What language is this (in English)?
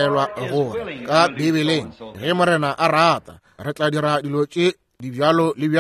Northern Sotho